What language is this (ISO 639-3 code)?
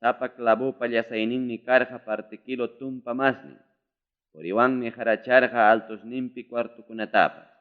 quy